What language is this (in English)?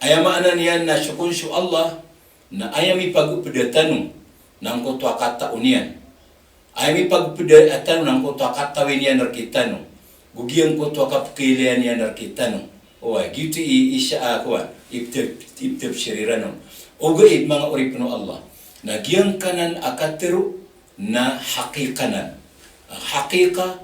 Maranao